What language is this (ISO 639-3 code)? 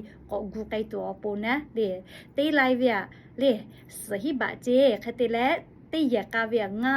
lhu